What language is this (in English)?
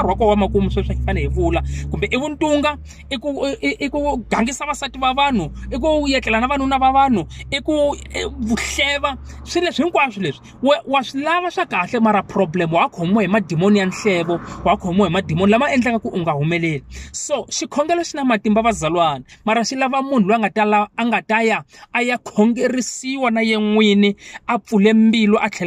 Tsonga